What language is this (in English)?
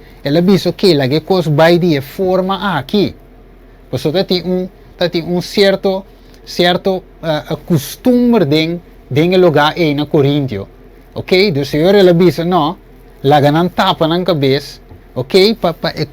Papiamento